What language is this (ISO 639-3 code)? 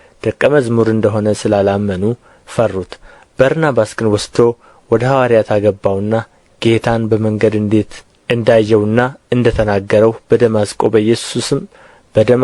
amh